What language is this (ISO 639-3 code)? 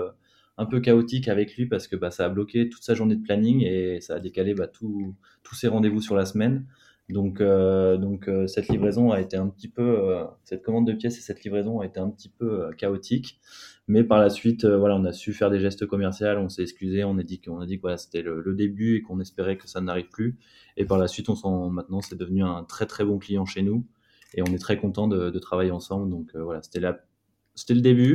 fra